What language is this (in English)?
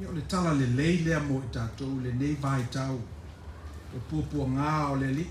Samoan